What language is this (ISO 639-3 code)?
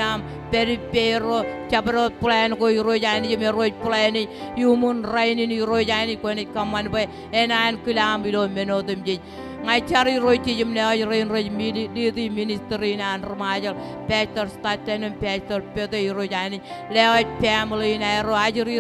mah